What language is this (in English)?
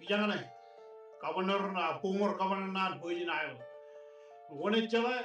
Marshallese